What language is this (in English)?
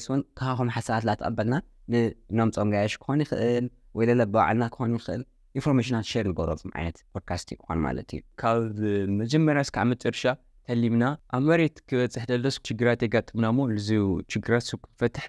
Tigrinya